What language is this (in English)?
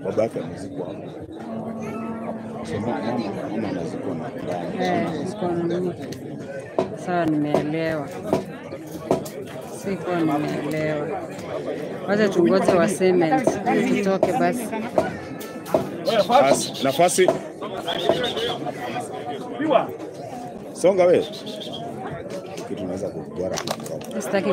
Swahili